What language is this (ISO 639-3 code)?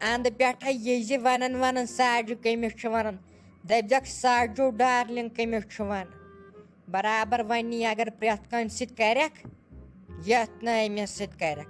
kas